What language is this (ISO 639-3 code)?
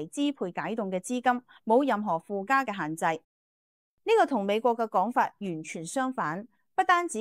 yue